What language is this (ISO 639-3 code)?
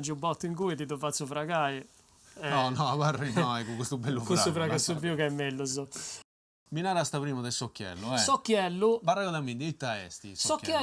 srd